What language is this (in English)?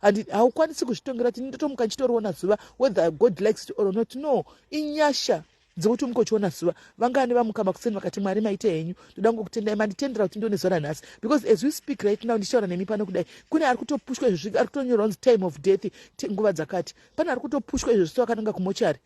Shona